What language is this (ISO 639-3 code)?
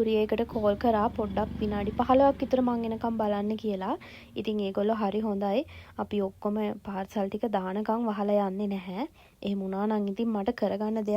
sin